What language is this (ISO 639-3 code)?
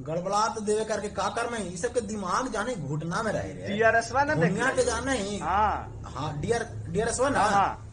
mag